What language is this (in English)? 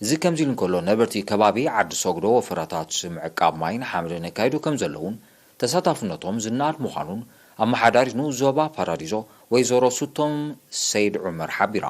Tigrinya